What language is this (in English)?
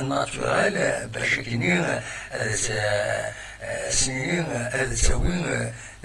Kabyle